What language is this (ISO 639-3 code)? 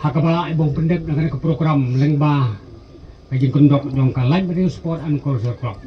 kha